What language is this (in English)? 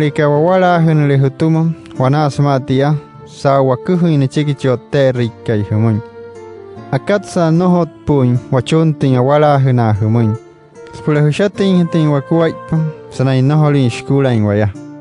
Wayuu